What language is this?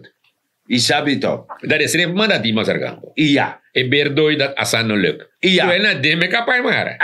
Sranan Tongo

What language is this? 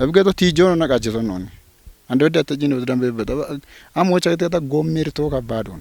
Kafa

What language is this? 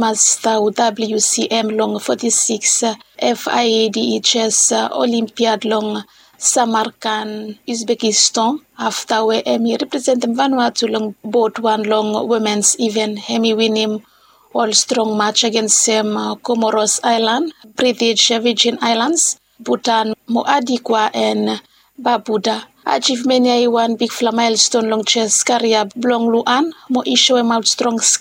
Bislama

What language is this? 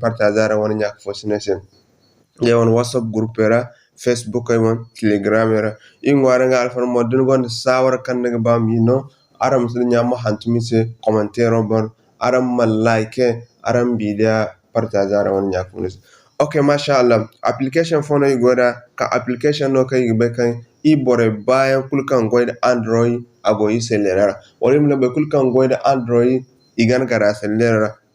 Zarma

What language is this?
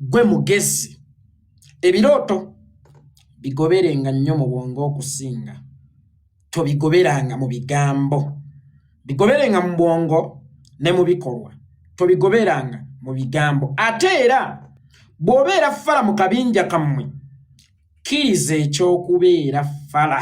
Ganda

